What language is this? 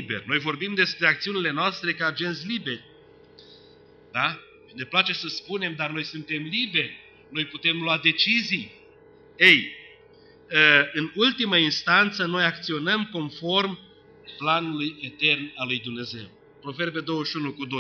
Romanian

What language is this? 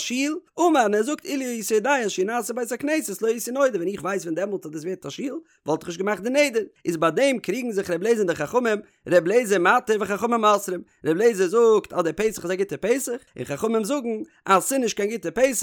Yiddish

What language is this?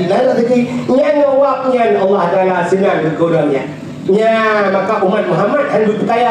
Achinese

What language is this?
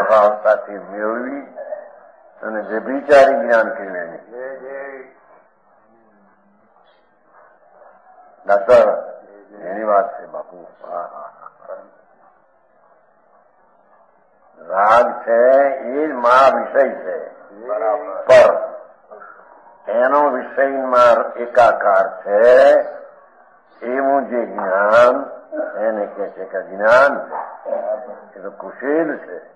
Gujarati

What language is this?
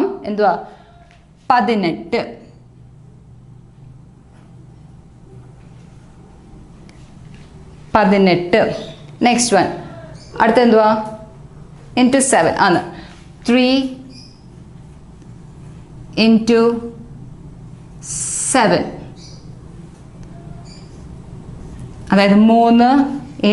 Malayalam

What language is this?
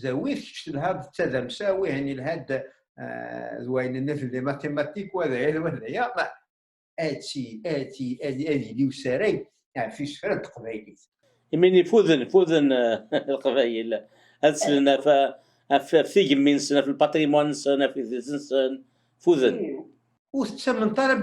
Kabyle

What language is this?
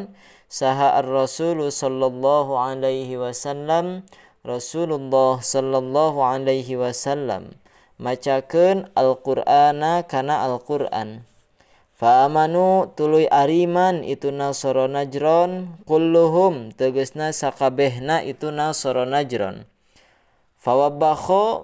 Sundanese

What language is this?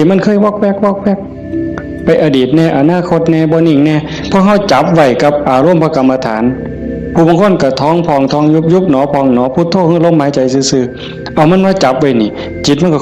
Northeastern Thai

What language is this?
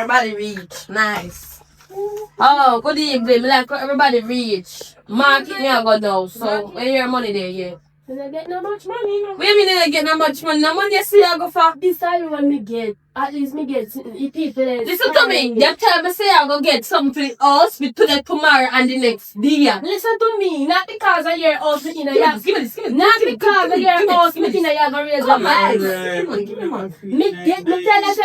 Jamaican Creole English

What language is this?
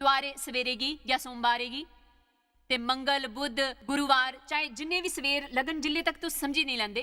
Dogri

